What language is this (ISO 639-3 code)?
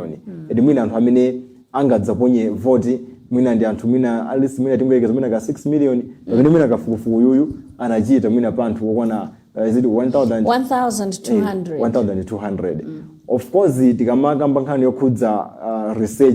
nya